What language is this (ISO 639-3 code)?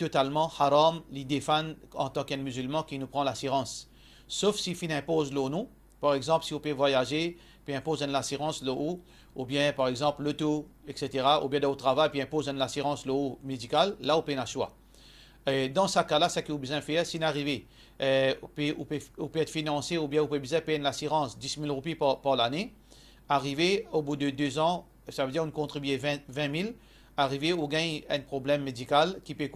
mfe